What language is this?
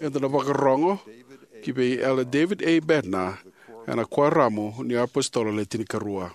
Fijian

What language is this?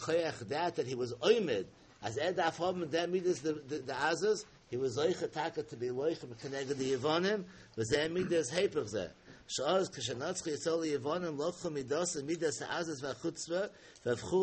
Yiddish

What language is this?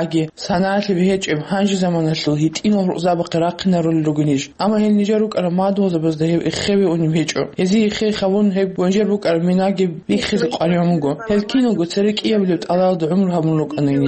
Avaric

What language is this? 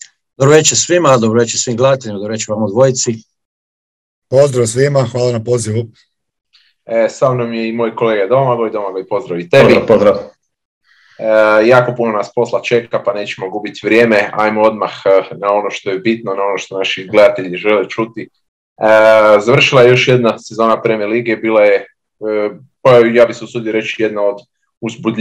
Croatian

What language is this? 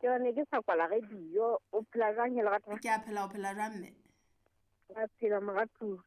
Southern Sotho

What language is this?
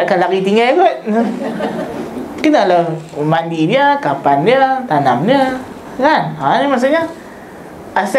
Malay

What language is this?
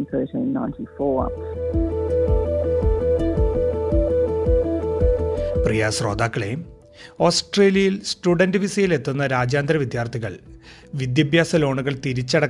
Malayalam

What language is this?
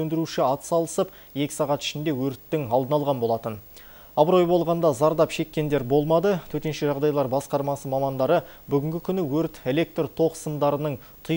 Kazakh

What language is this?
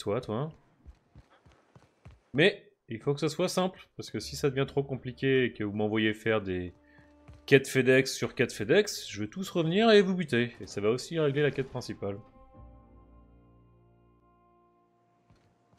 French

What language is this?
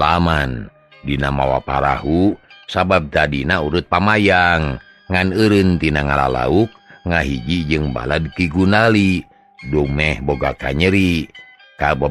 Sundanese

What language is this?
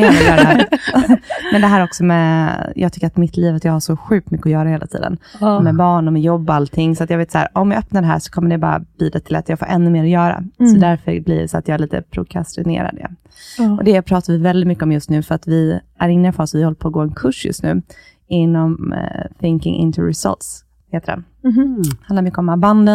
Swedish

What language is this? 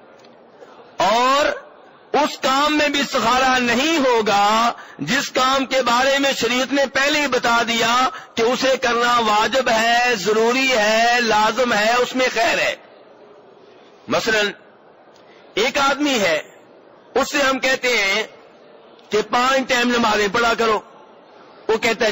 Urdu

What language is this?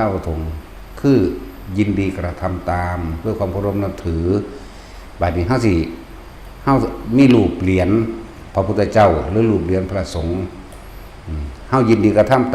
Northeastern Thai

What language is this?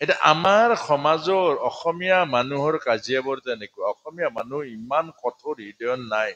Assamese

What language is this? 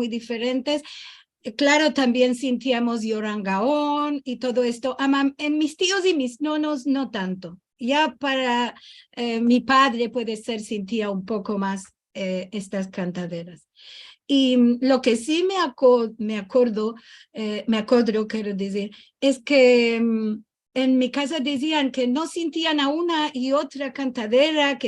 Ladino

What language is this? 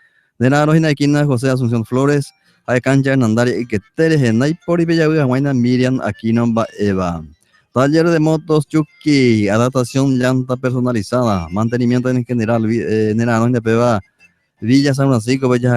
Guarani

